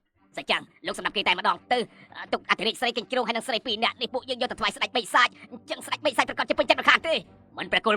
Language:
Khmer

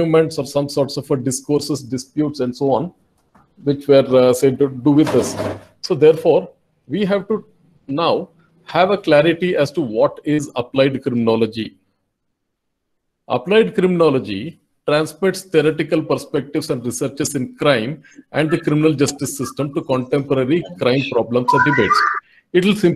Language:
English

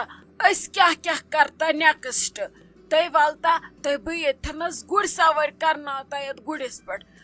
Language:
Kashmiri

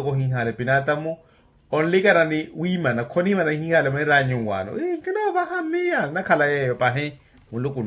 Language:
Makhuwa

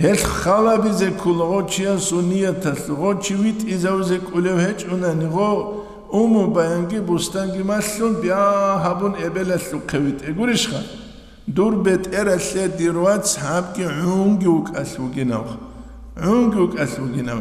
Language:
Avaric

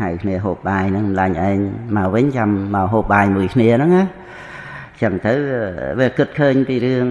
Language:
Khmer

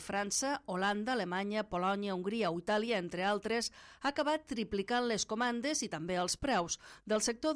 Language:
Catalan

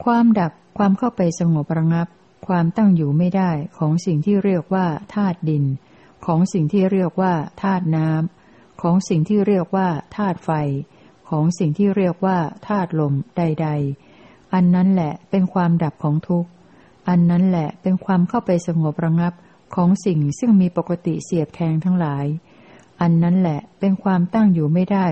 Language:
Thai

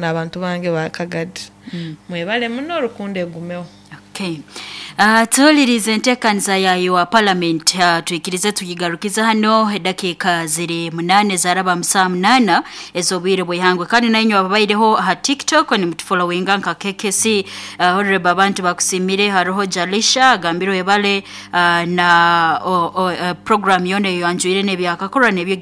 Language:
Nyoro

